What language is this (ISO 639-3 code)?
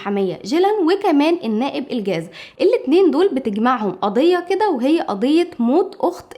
arz